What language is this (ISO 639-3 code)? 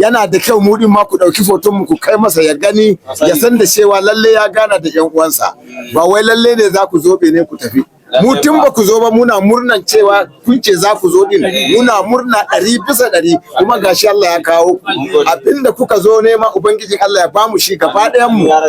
hau